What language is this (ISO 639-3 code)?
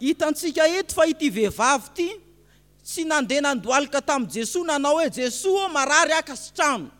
mlg